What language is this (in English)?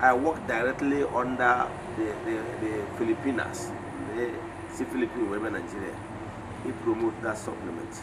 Igbo